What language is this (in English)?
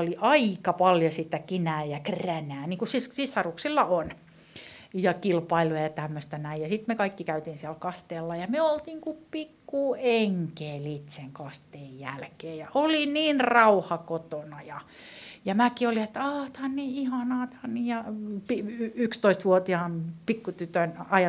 Finnish